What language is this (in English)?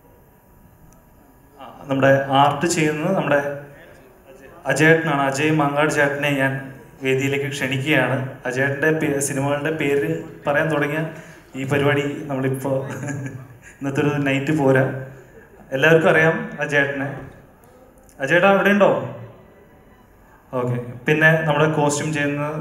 Malayalam